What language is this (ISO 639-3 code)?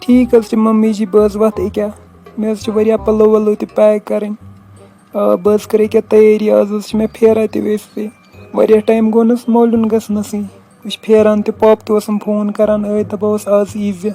kas